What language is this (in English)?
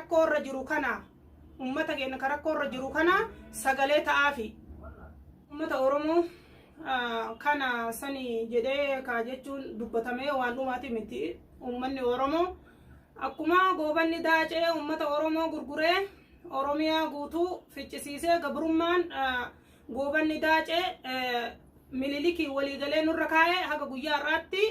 Oromo